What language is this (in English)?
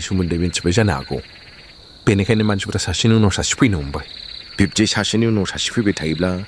Bodo